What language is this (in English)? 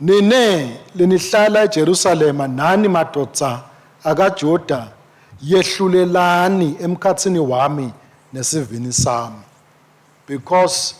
Swati